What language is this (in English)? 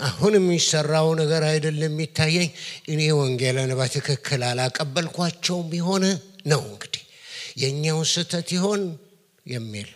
Amharic